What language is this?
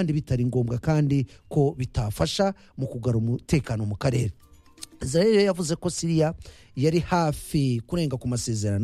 Kinyarwanda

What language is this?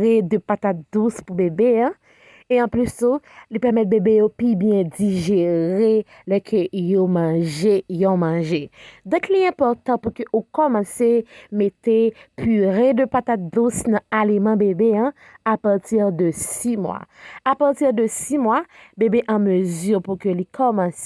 Haitian Creole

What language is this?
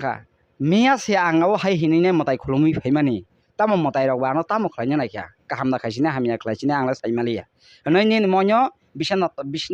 Kok Borok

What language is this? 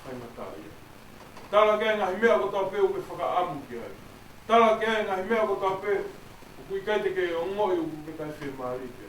Tongan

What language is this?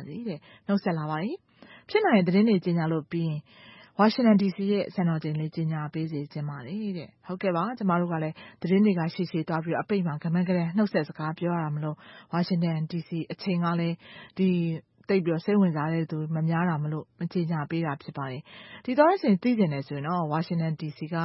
Burmese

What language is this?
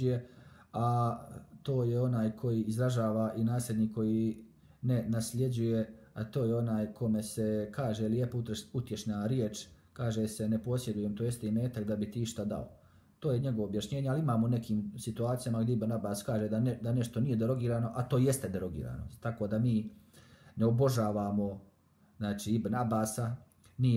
Bosnian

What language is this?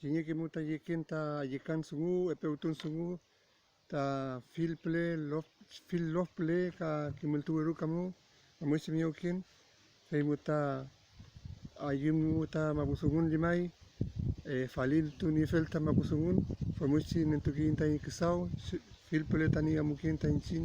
Mapuche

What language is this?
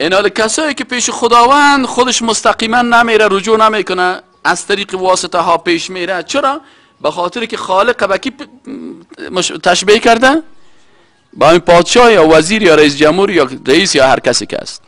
Persian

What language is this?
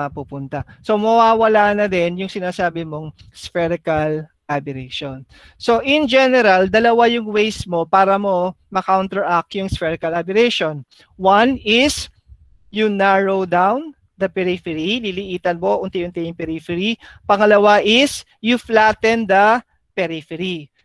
Filipino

